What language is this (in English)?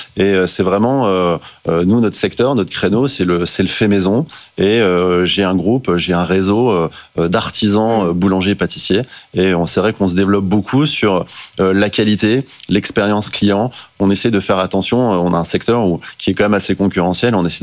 French